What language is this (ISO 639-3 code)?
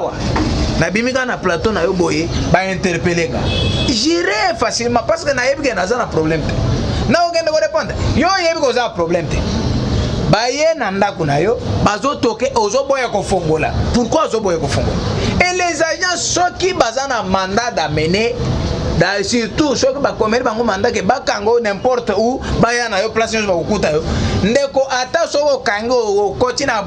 lin